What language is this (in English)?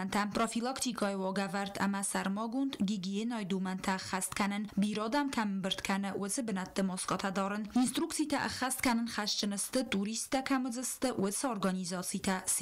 Ossetic